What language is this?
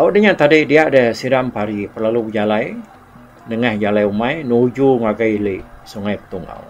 Iban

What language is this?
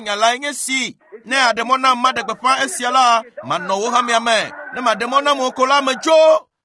Ewe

